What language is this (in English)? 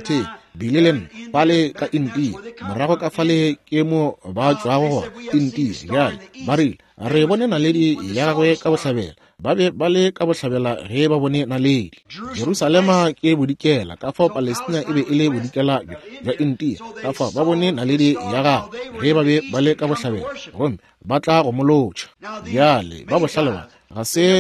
Northern Sotho